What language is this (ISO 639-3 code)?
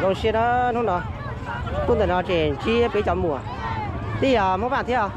hmn